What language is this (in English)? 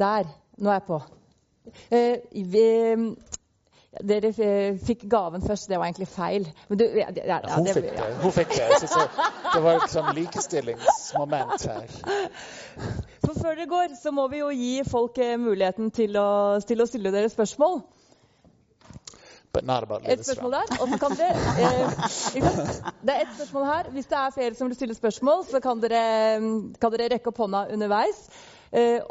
Norwegian